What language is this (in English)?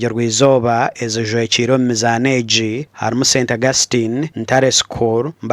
Nyankole